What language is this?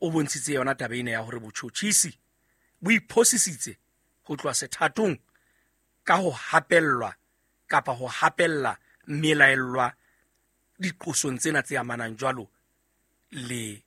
Southern Sotho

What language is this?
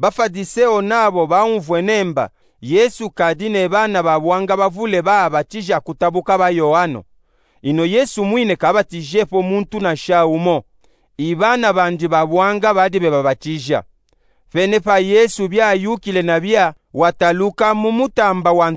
Luba-Katanga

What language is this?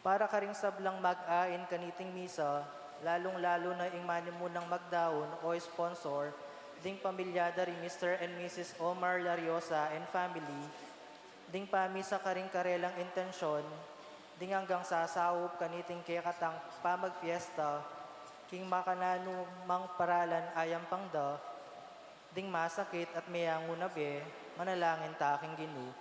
Pampanga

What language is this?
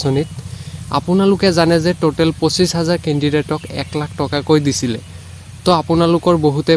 Assamese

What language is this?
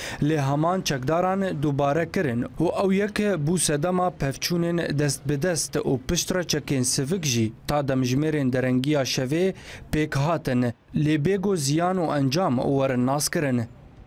Kurdish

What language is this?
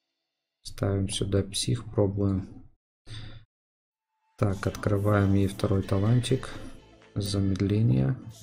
Russian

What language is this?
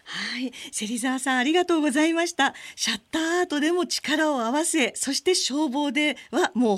Japanese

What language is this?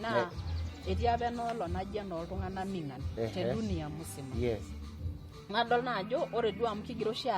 Masai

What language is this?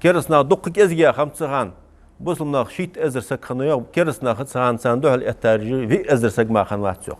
Ingush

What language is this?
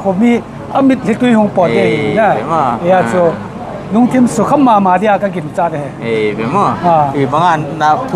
Paite Chin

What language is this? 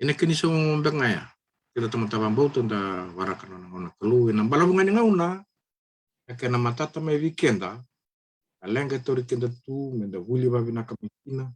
Fijian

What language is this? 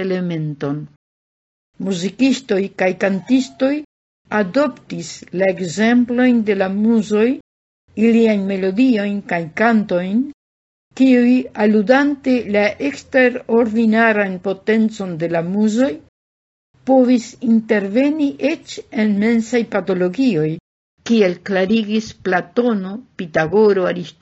Esperanto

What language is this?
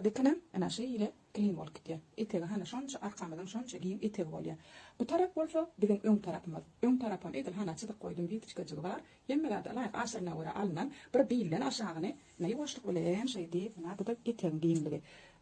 Turkmen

